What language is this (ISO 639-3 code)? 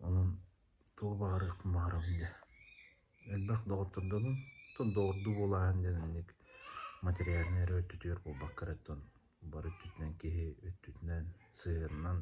sah